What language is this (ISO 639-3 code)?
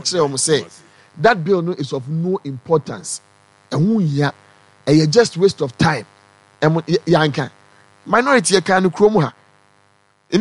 aka